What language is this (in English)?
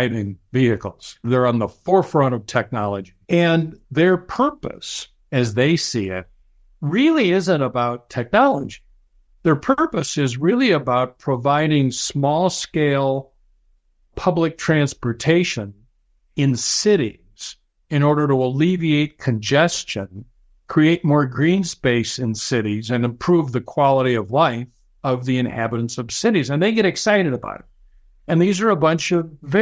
English